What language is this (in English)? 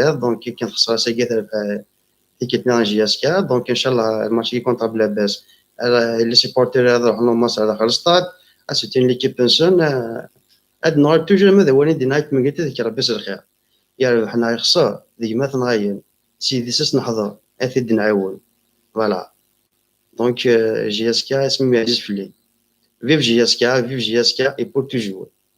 Kabyle